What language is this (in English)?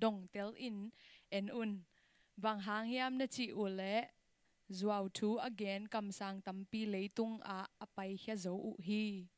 Tedim Chin